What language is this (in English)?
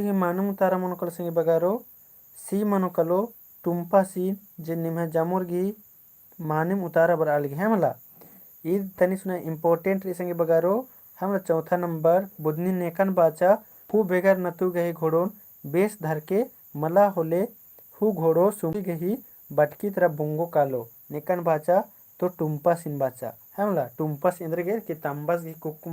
Kurukh